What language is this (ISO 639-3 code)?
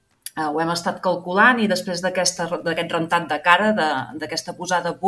cat